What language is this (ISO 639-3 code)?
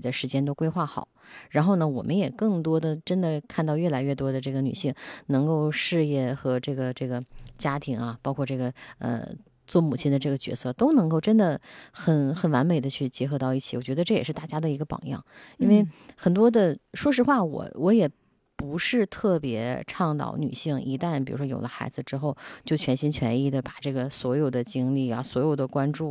zho